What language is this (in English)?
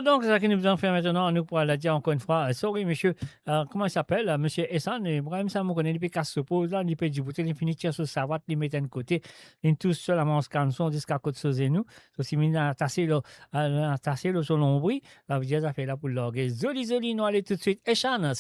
Morisyen